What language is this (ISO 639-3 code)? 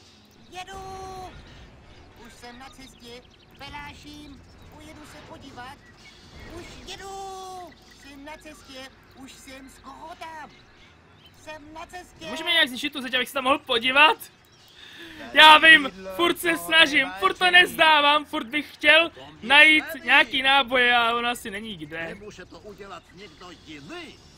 ces